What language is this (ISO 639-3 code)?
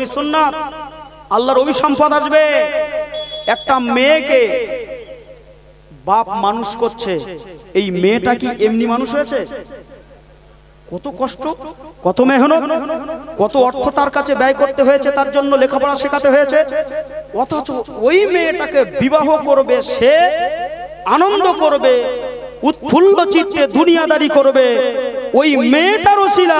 ben